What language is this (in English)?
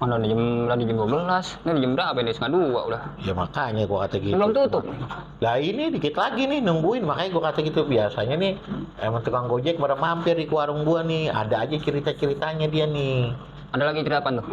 Betawi